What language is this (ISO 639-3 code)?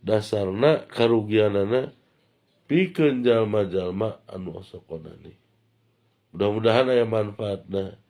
sun